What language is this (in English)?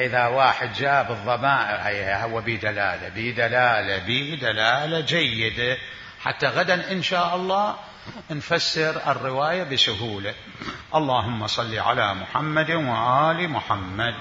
Mesopotamian Arabic